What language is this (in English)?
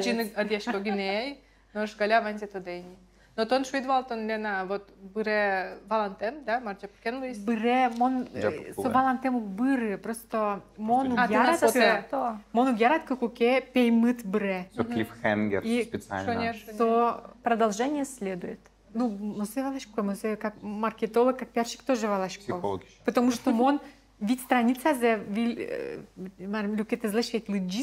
Udmurt